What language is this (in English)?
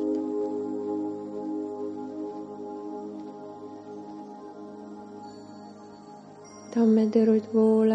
Estonian